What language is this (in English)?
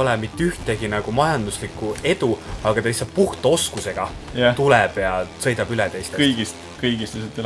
Estonian